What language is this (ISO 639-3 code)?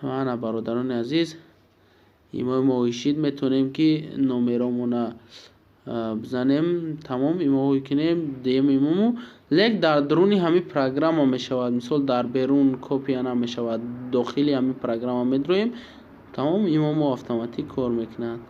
tgk